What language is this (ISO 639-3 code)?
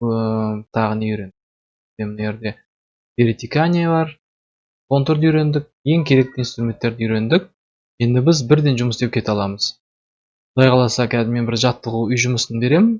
kaz